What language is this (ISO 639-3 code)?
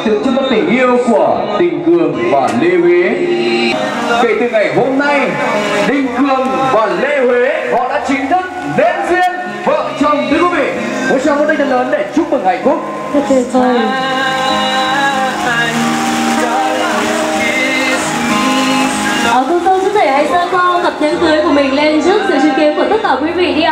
vie